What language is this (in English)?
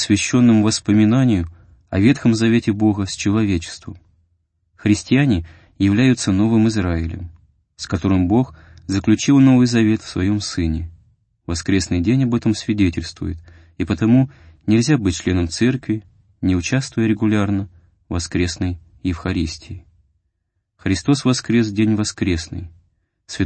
Russian